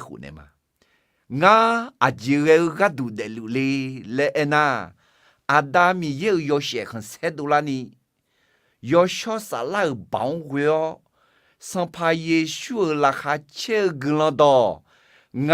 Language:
Akha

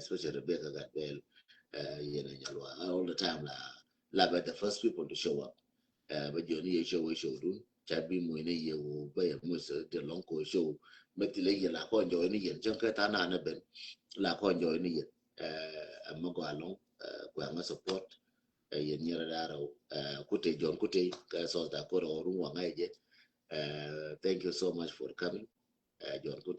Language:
Nuer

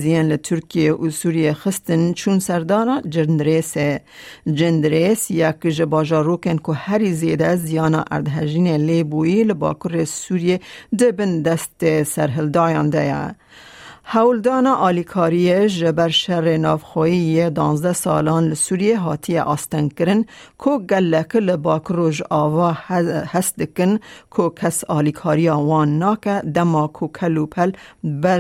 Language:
Kurdish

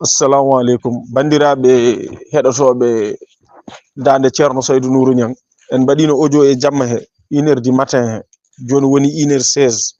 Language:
Fula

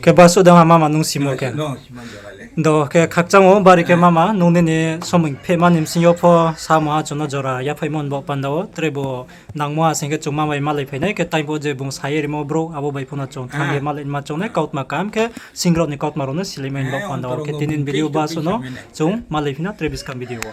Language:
Riang (India)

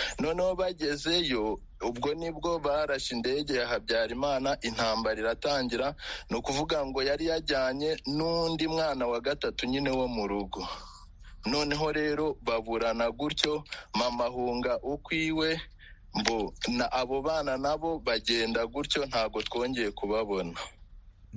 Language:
Kinyarwanda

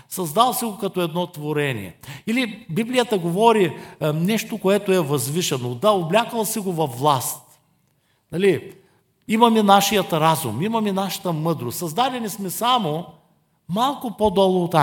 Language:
Bulgarian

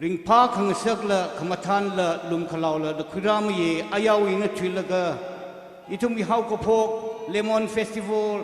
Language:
Tangkhul Naga (India)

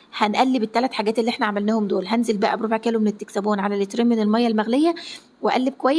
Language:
Egyptian Arabic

